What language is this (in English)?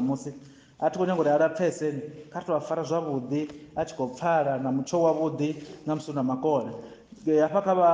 Venda